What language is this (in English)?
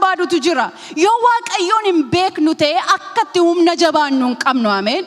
Oromo